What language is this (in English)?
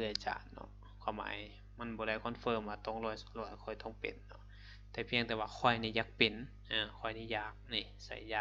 Lao